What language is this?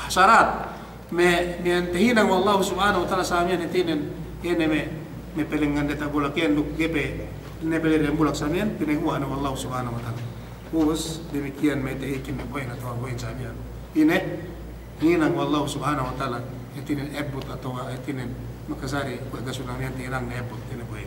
Yakan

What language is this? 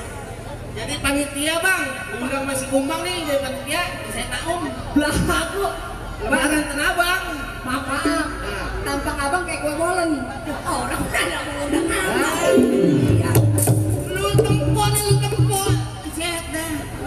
Betawi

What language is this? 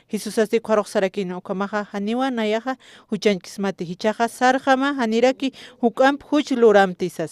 Aymara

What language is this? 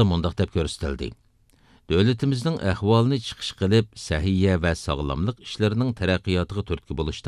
Uyghur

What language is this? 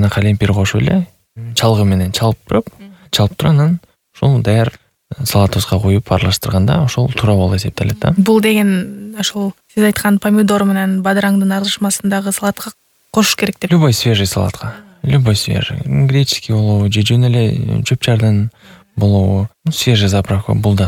Kyrgyz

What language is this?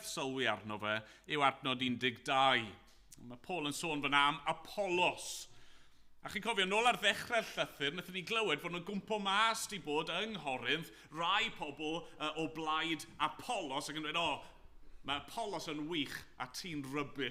Welsh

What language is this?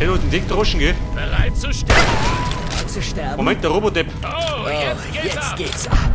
Bavarian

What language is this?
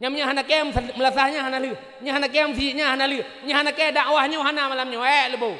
Achinese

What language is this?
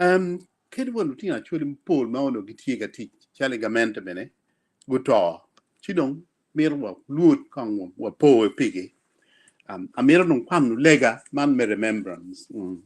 Acoli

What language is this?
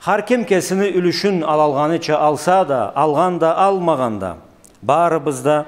Karachay-Balkar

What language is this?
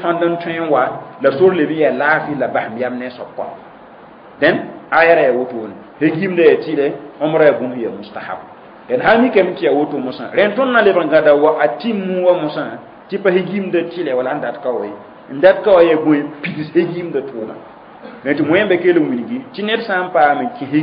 Mossi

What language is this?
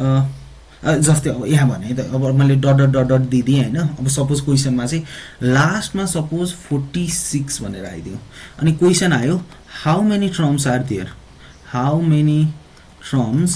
Nepali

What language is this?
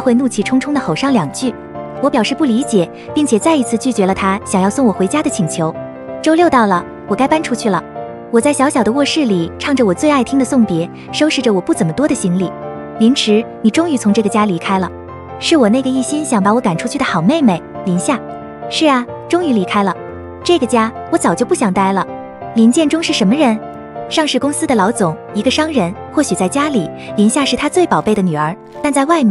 Chinese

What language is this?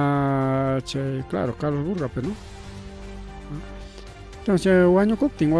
Ayacucho Quechua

